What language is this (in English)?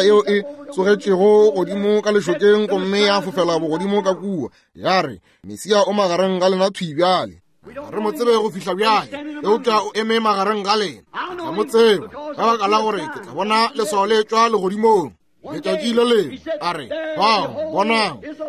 Northern Sotho